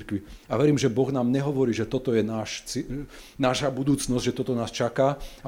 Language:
Slovak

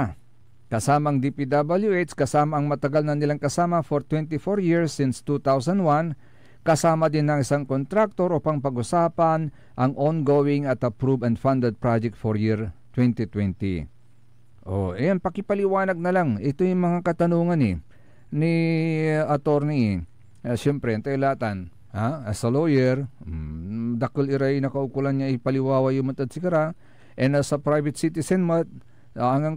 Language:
Pangasinan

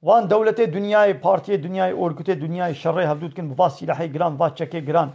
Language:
Kurdish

